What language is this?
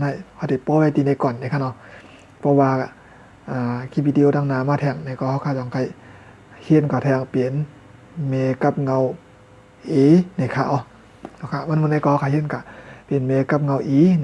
Shan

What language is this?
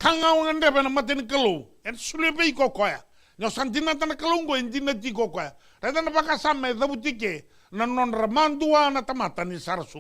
Fijian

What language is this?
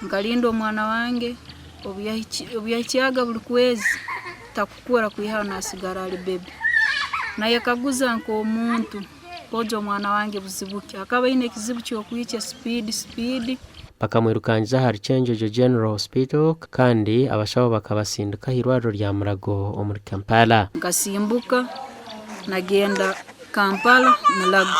Nyankole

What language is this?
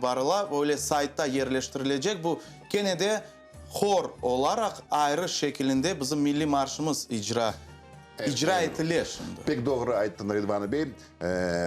Crimean Tatar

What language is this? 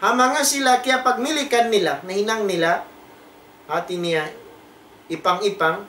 Tausug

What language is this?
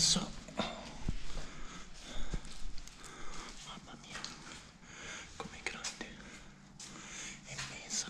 Italian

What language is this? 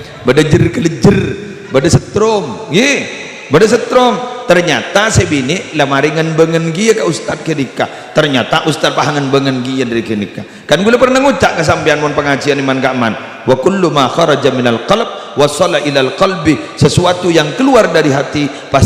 Madurese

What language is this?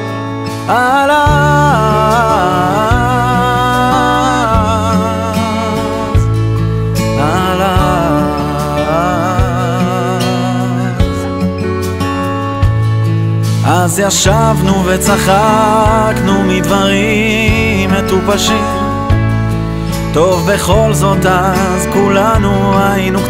Hebrew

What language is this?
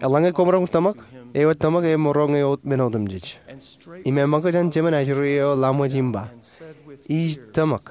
Marshallese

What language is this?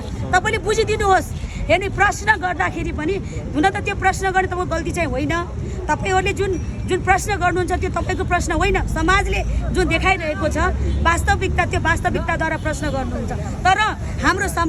Nepali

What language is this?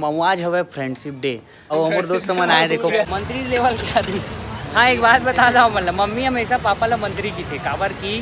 Chhattisgarhi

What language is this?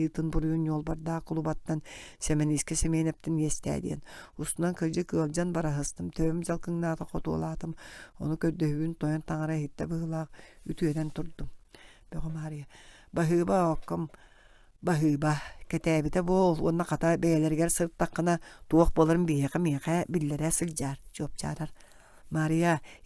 Yakut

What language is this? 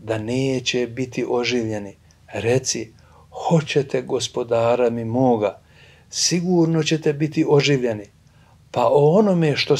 Bosnian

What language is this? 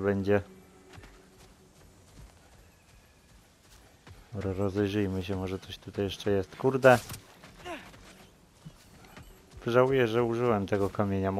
Polish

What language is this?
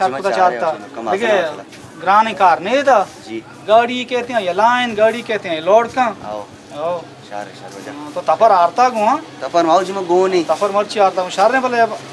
Baluchi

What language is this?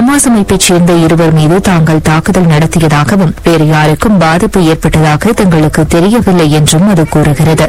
Tamil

